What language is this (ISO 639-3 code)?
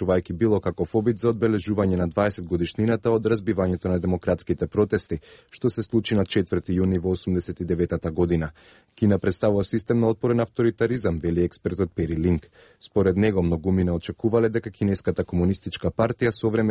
mkd